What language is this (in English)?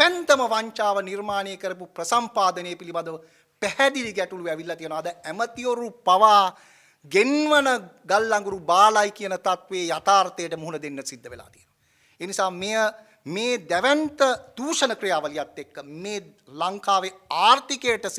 Sinhala